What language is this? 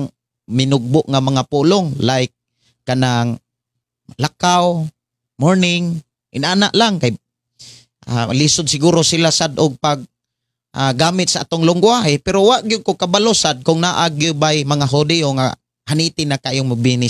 Cebuano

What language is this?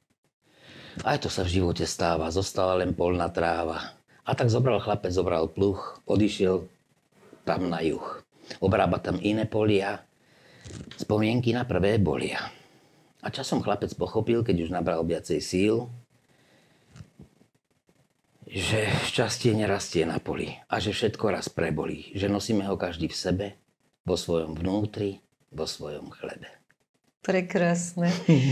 Slovak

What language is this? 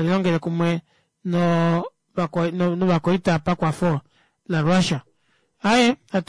Kuanyama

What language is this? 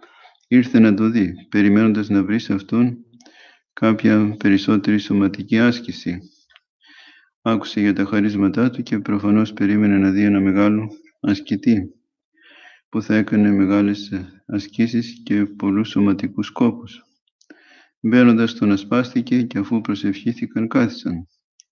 Greek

